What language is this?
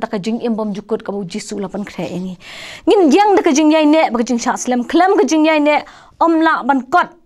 Khasi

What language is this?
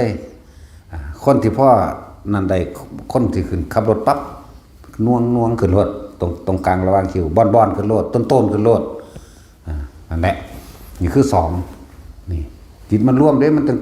Northeastern Thai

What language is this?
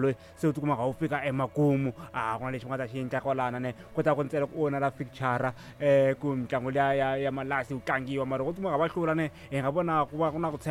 Tsonga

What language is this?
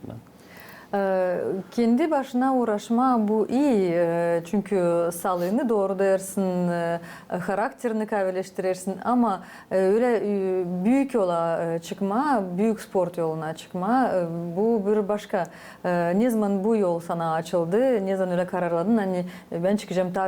Gagauz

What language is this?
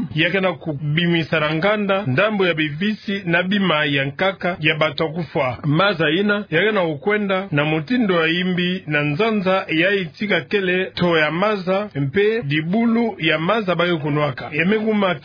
Kituba (Democratic Republic of Congo)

